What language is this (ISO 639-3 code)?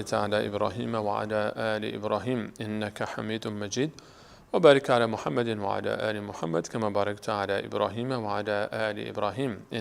fas